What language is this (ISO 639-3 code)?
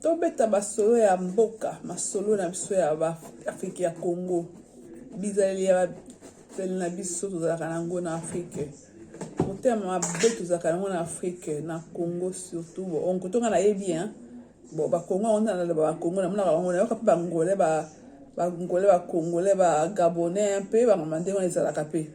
lin